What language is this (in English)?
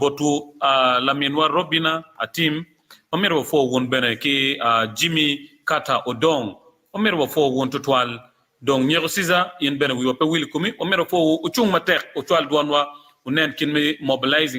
Acoli